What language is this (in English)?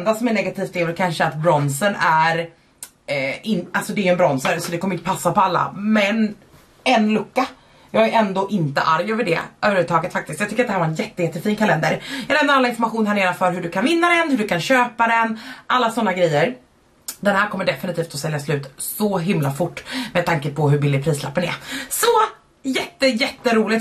Swedish